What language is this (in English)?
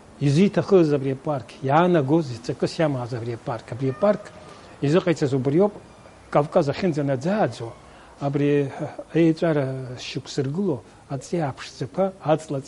Abkhazian